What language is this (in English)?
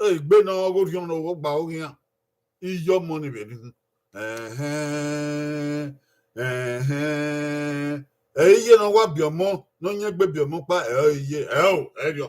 Bini